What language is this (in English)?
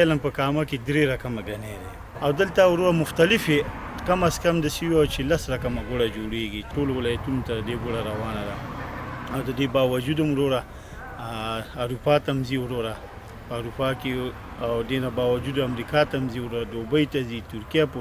Pashto